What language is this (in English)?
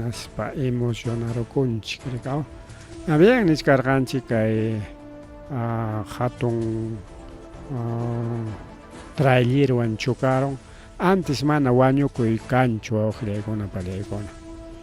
Ayacucho Quechua